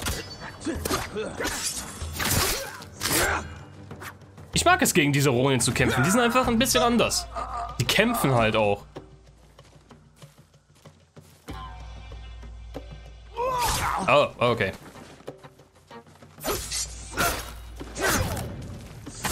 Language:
German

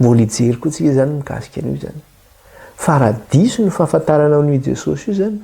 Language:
Malagasy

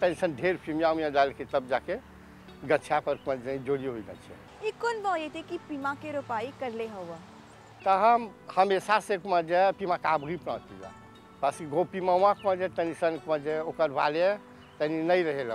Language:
Bhojpuri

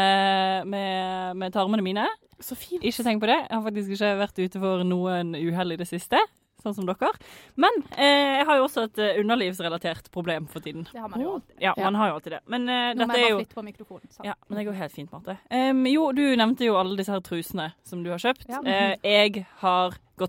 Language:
Norwegian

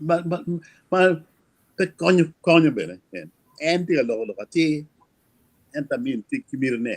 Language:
Acoli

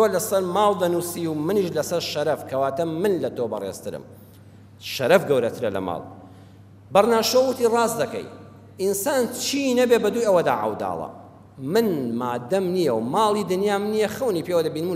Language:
Central Kurdish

